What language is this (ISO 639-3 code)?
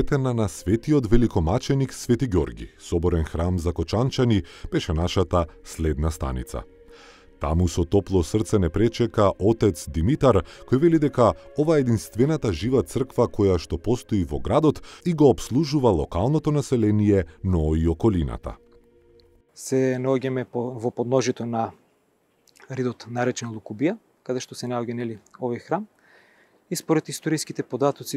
mkd